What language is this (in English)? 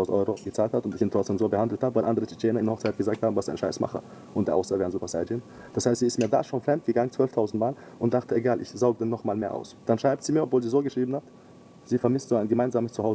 German